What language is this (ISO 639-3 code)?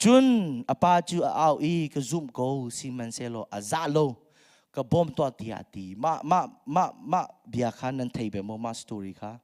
cnh